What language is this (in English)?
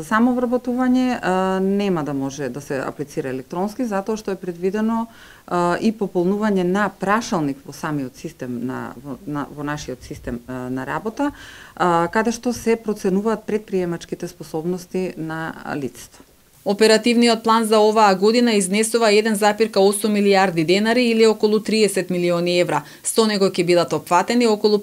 Macedonian